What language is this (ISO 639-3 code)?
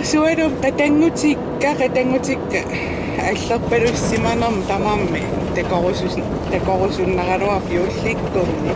kal